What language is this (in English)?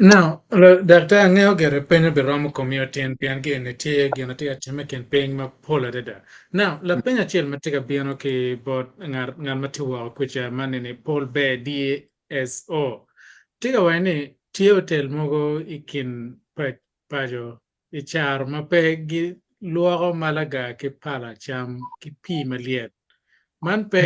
Acoli